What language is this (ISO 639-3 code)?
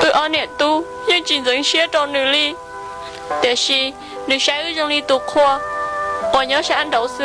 hmn